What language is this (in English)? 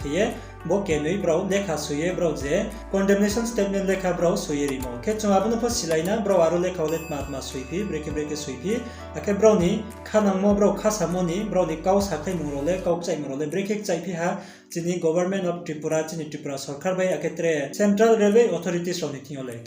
Riang (India)